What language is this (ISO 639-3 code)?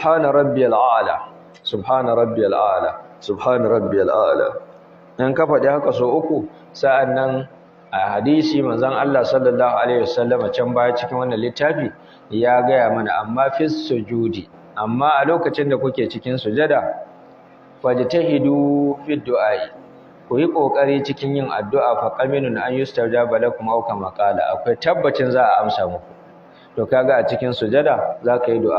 hau